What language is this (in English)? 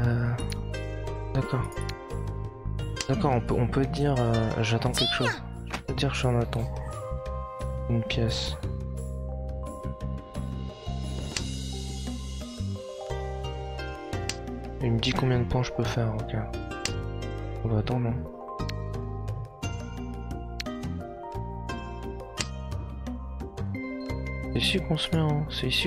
French